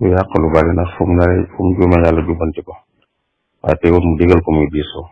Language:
Wolof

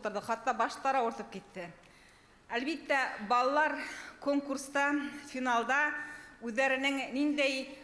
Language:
Bashkir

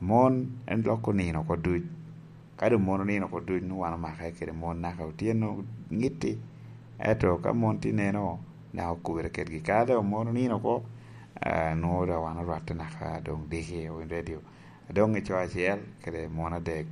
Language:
Lango (Uganda)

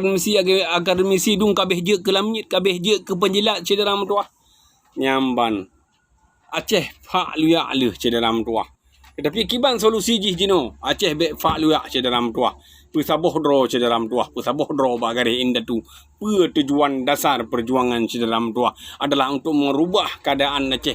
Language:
Achinese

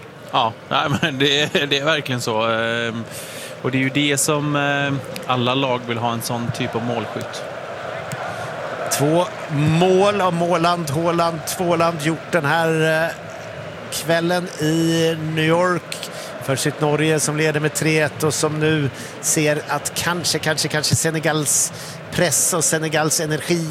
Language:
Swedish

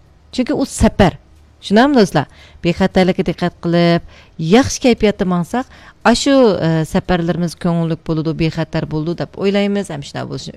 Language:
Uyghur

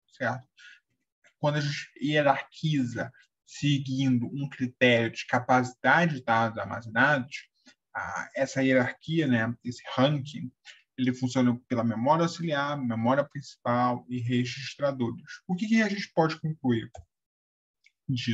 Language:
Portuguese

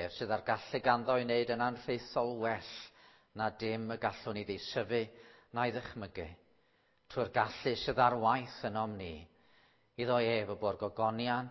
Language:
Welsh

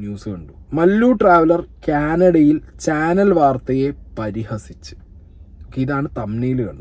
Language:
Malayalam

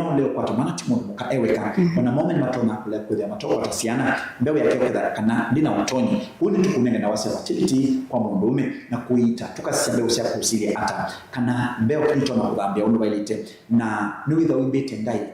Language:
Kamba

